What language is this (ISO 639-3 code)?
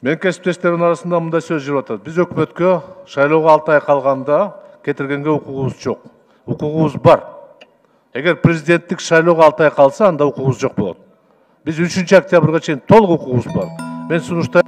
kir